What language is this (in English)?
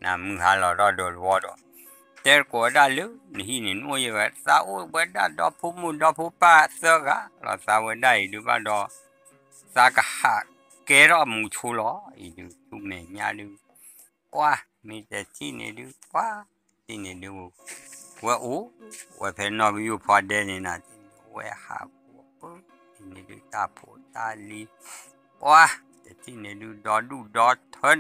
S'gaw Karen